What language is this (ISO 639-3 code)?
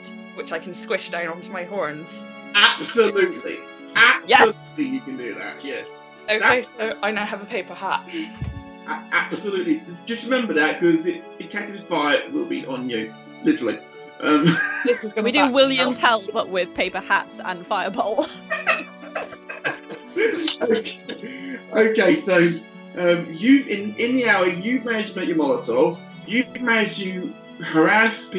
eng